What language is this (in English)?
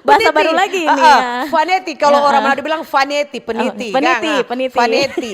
Manado Malay